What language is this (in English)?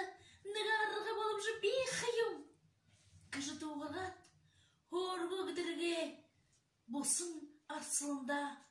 Buriat